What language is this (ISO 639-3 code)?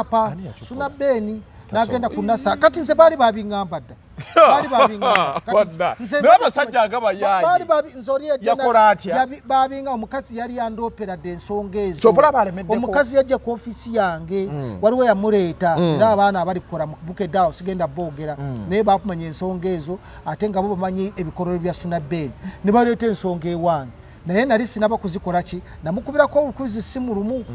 lug